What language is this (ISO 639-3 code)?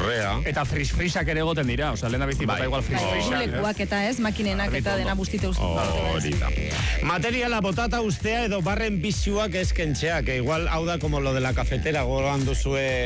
eus